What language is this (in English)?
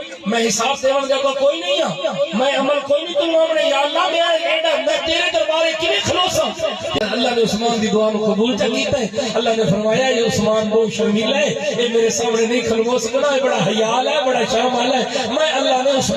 Saraiki